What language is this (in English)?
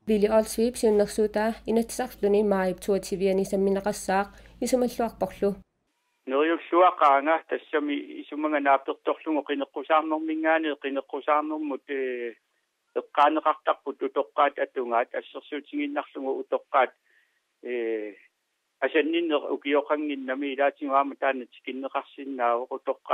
Kalaallisut